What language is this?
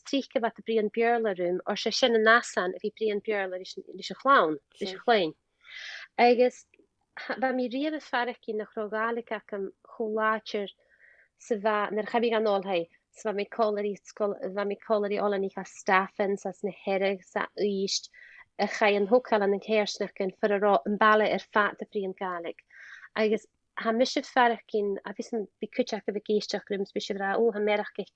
Scottish Gaelic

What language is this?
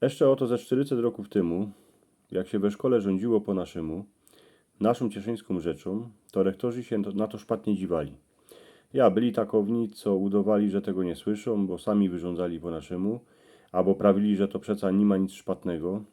Silesian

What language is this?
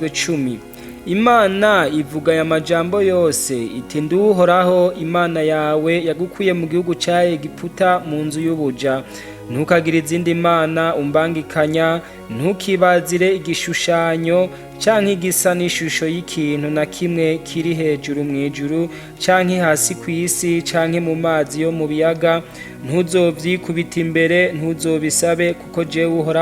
Rundi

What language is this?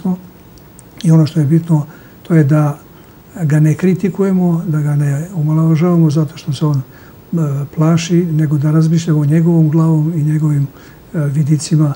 Serbian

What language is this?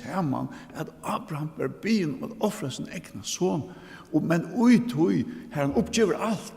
Faroese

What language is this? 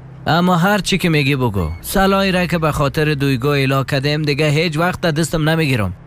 Persian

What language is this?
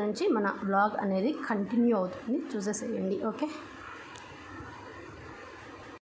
Telugu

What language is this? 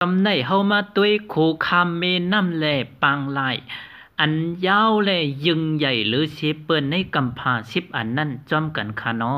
Shan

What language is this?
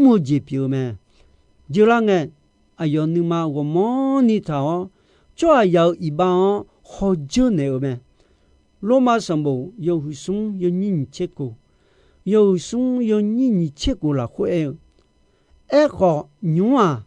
Akha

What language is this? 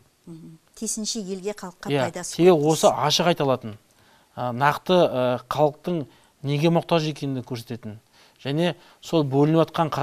Kazakh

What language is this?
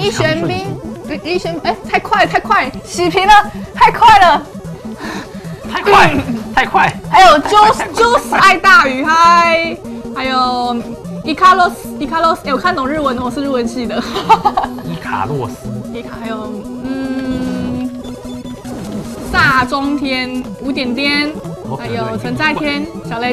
Chinese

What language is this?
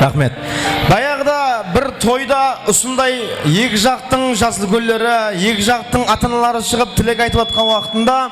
Kara-Kalpak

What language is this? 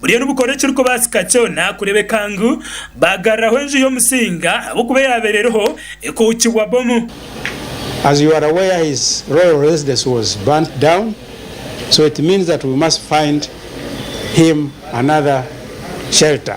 Nyankole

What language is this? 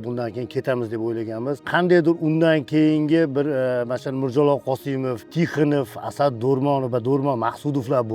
Uzbek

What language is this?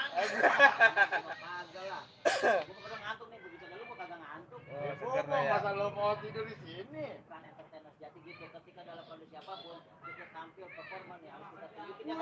Betawi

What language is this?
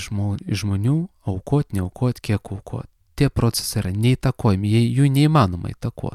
Lithuanian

